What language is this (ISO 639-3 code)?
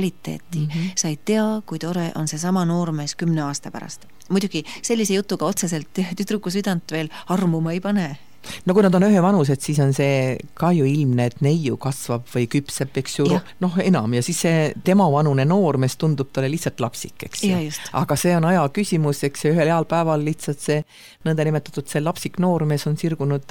est